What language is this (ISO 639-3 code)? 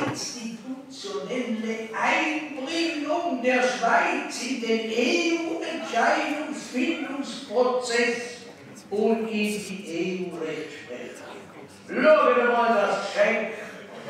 gsw